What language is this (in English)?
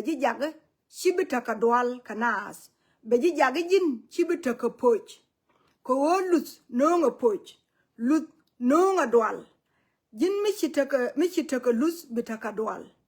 Nuer